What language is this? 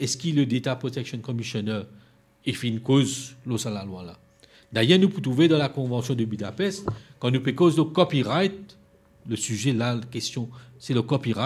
Morisyen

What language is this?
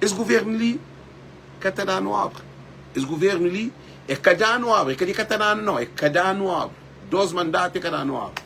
Kabuverdianu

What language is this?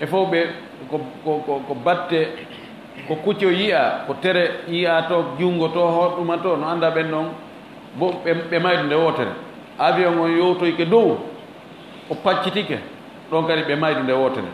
Fula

